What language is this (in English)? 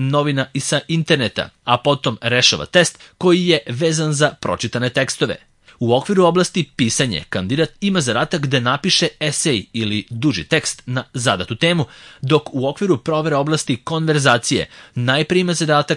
Serbian